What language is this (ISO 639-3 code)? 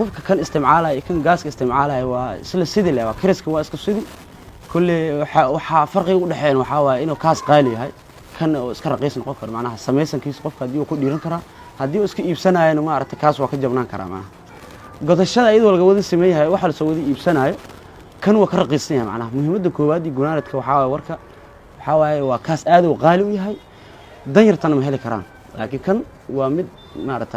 som